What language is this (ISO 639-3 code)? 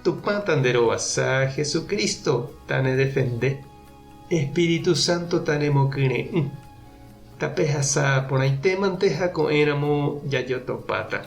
grn